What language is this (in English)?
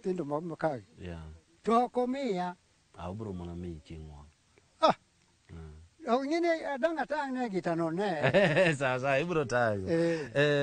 Luo (Kenya and Tanzania)